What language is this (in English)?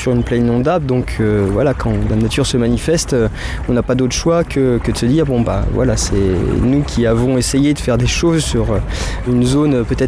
French